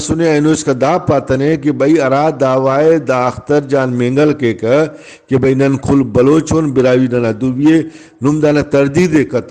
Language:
Brahui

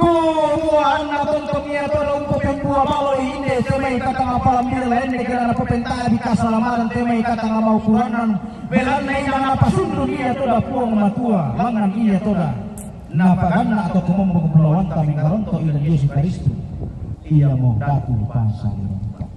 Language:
Toraja-Sa'dan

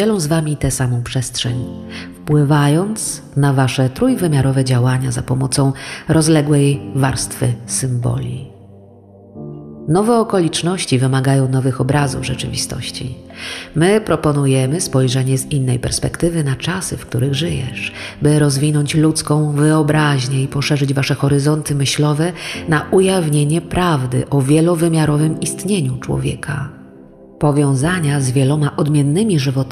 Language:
Polish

